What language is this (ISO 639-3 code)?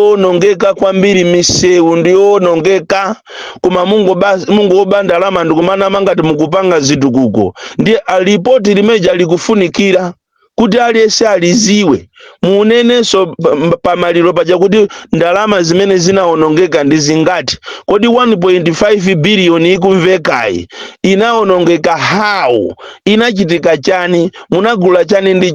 nya